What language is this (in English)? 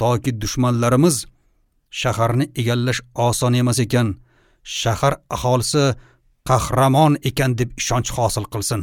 Uzbek